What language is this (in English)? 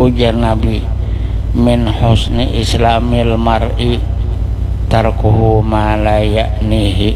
Banjar